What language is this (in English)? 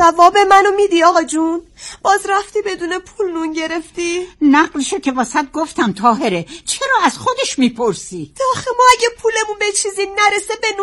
Persian